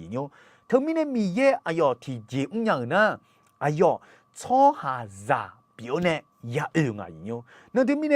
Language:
Akha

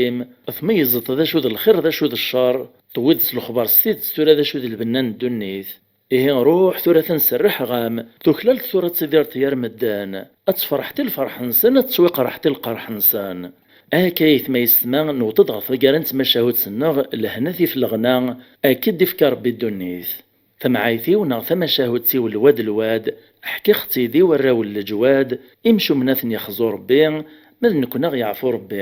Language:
Kabyle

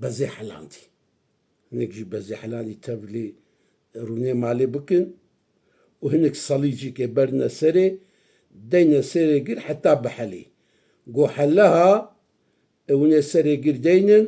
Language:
Kurdish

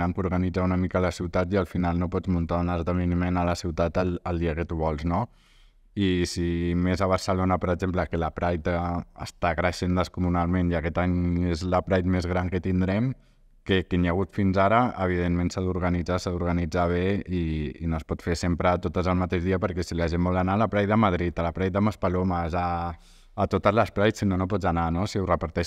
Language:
Catalan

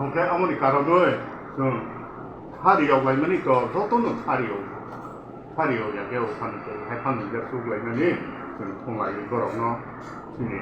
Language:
Kok Borok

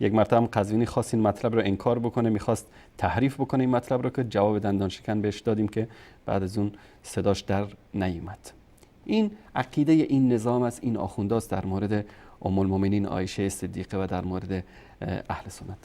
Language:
Persian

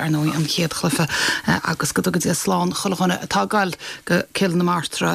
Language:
Irish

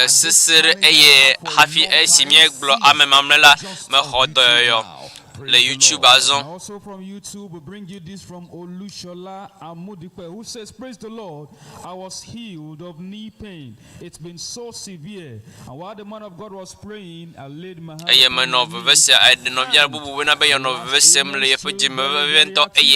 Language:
Ewe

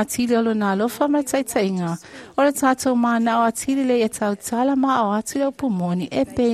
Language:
Samoan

